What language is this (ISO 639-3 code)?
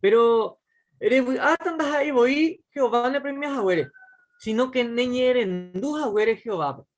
grn